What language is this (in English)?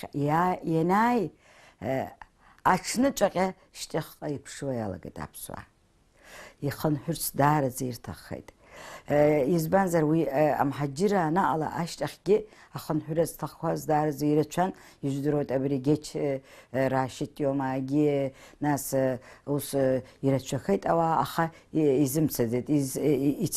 Abkhazian